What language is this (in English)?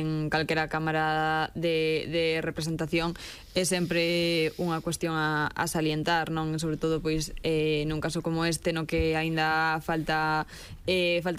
Galician